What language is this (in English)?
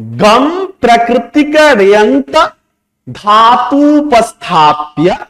Sanskrit